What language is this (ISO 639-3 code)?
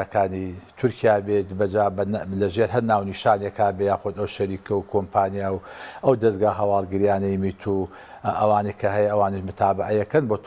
ckb